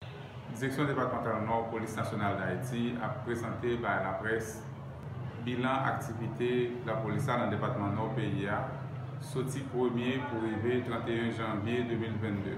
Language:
Haitian Creole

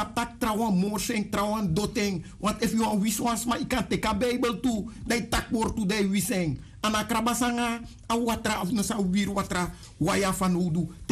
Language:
Sranan Tongo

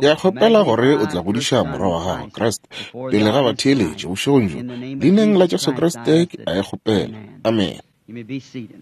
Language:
Northern Sotho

